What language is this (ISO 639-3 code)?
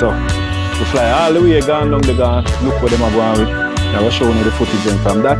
jam